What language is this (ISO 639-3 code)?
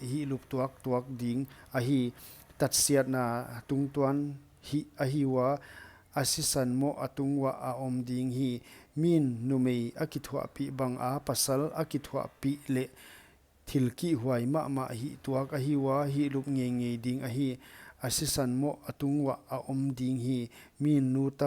pck